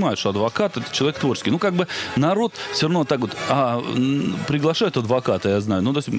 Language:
Russian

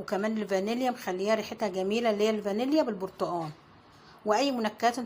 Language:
Egyptian Arabic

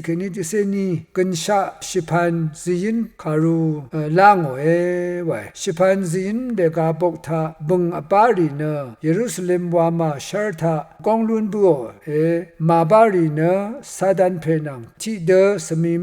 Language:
Rawang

